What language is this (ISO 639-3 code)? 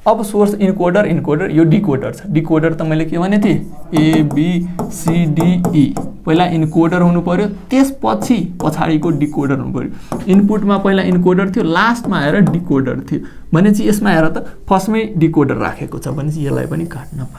nep